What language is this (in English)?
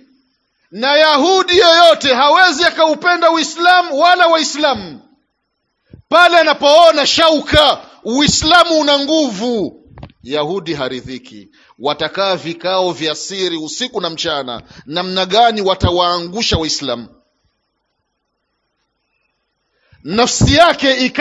Swahili